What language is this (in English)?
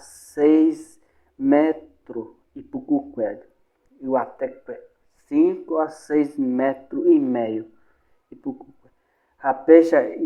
Guarani